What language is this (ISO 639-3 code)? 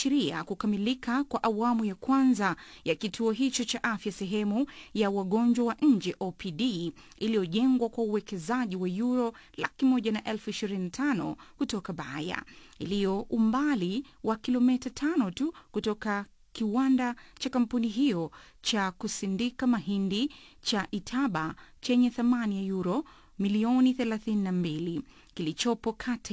swa